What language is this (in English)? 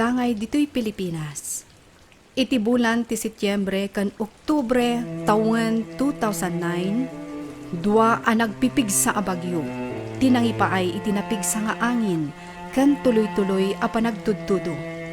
Iloko